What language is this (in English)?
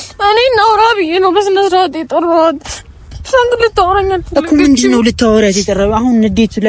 Amharic